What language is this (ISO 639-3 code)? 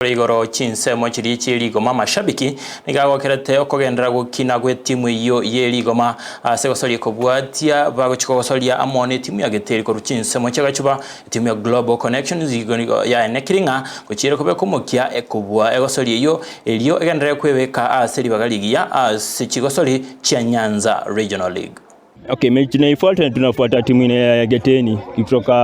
guz